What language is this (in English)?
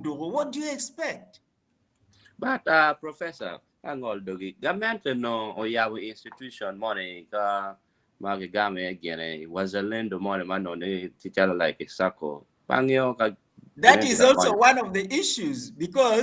Acoli